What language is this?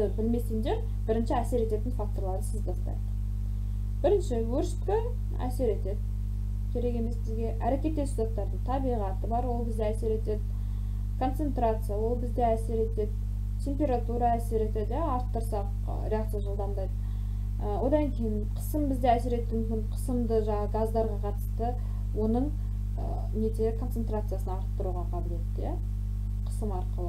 Kazakh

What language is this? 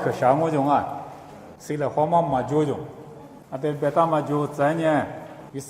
Lisu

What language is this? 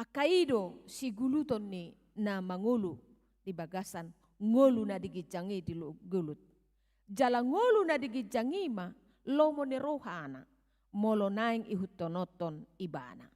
Batak Toba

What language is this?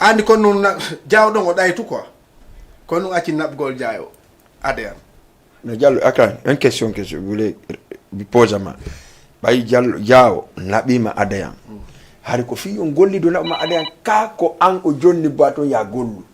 Fula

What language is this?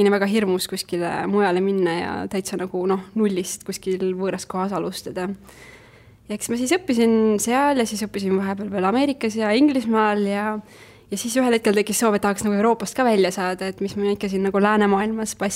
Estonian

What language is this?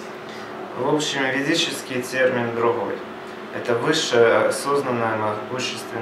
Russian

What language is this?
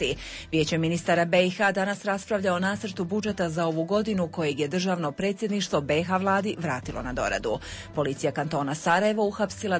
Croatian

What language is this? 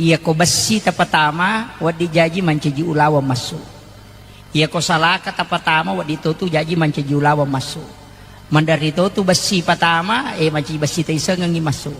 Buginese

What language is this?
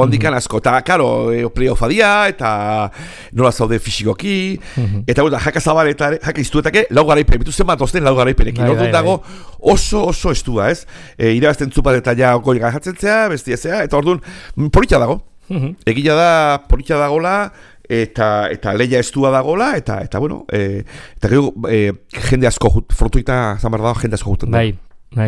Basque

